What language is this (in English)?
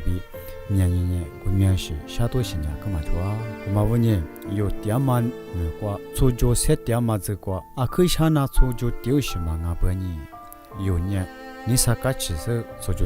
Lisu